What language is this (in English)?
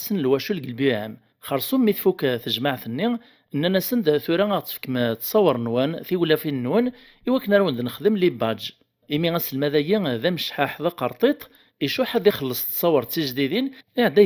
Kabyle